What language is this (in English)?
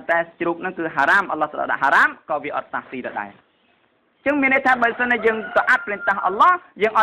Khmer